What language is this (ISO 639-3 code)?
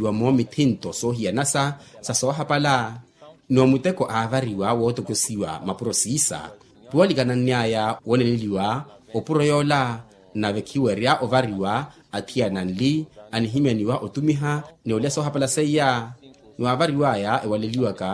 vmw